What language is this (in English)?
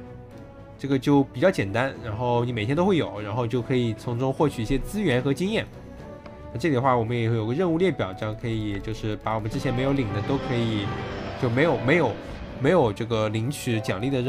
Chinese